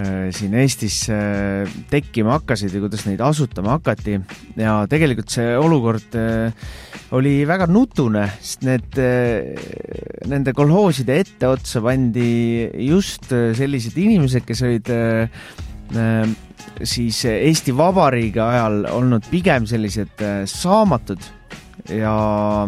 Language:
Estonian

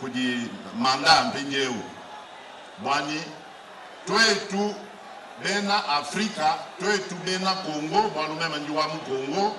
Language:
Luba-Lulua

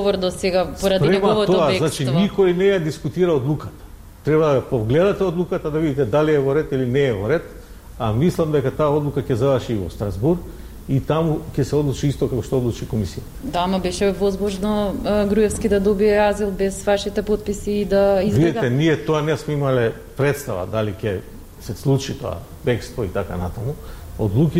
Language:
Macedonian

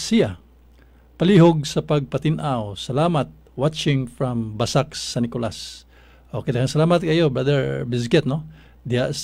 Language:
Cebuano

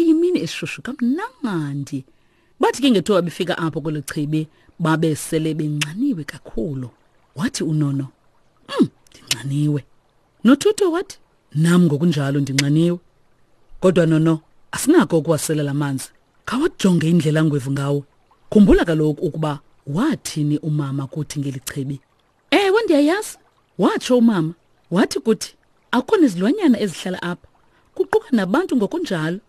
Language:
Xhosa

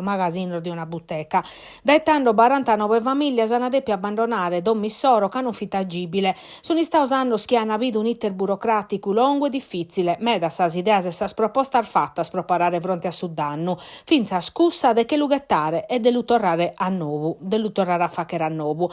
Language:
Sardinian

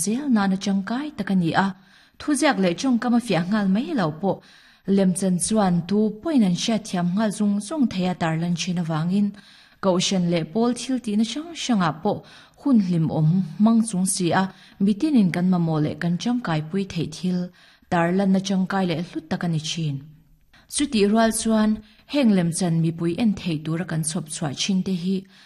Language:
Mizo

